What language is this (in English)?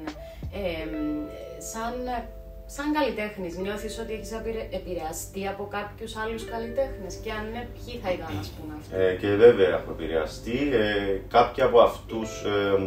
Greek